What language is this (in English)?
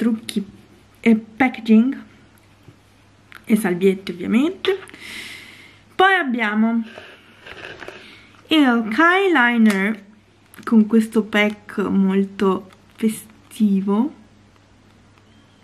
Italian